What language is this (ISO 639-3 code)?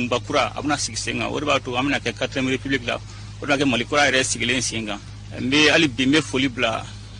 bam